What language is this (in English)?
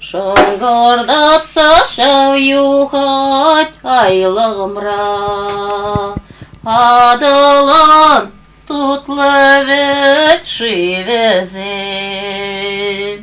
Chuvash